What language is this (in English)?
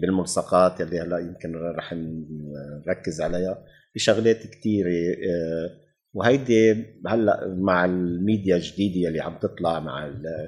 North Levantine Arabic